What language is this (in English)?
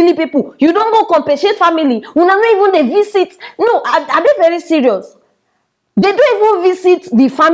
Nigerian Pidgin